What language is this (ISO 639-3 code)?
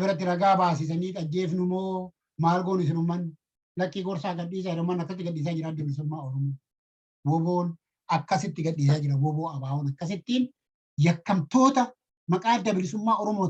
orm